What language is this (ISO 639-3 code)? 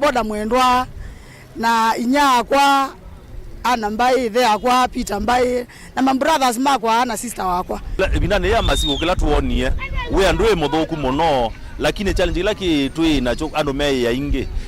kam